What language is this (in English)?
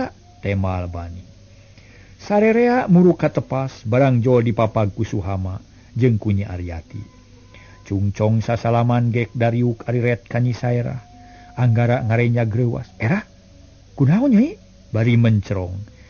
Sundanese